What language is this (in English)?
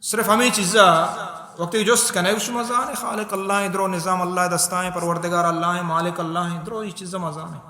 Baluchi